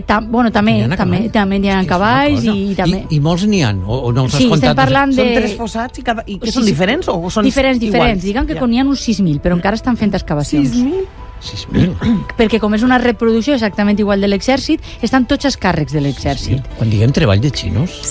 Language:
Catalan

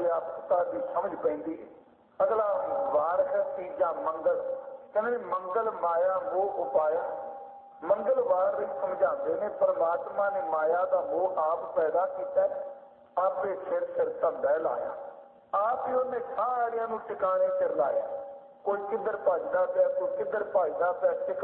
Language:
Punjabi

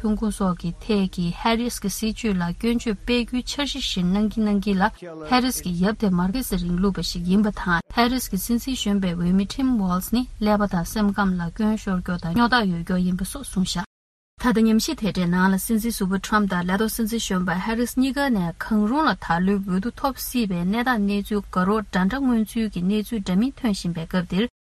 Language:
Tibetan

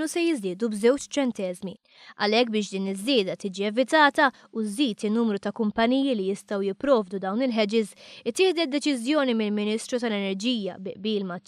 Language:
Maltese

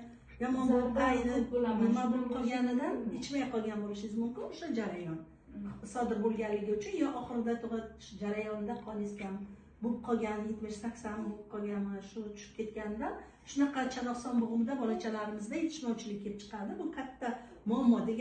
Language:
Uzbek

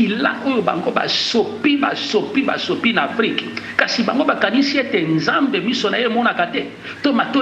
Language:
Lingala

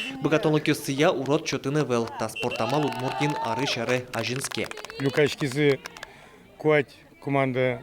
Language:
Udmurt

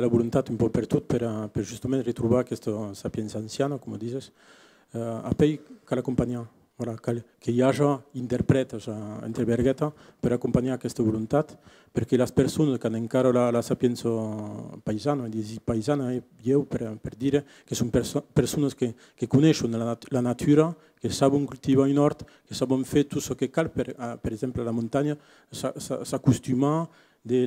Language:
Occitan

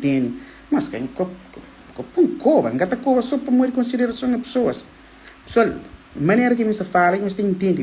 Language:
Kabuverdianu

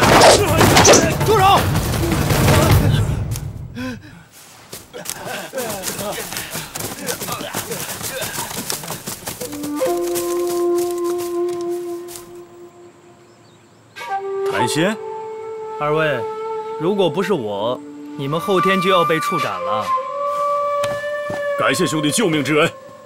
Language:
Chinese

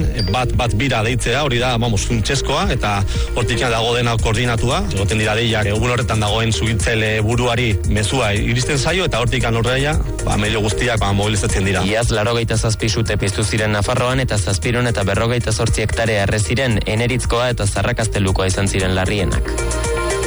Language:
Basque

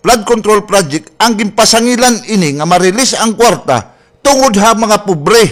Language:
Waray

